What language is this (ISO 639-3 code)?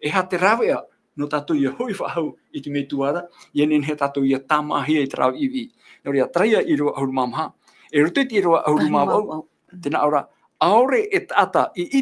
tah